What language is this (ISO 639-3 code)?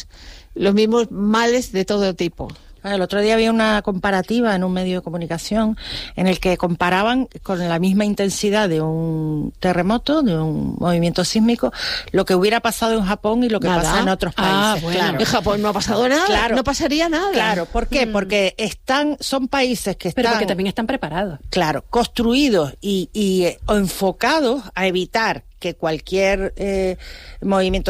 spa